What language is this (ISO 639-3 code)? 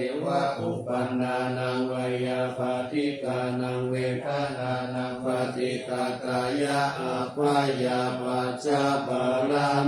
pli